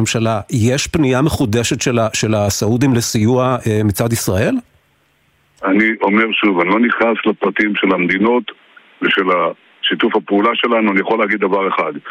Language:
Hebrew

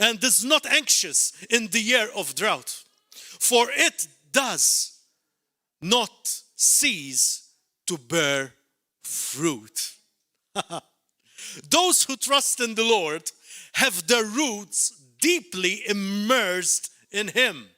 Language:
English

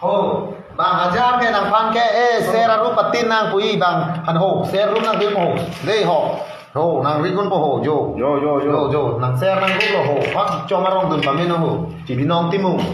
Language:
Karbi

